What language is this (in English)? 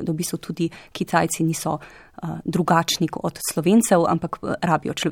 Slovenian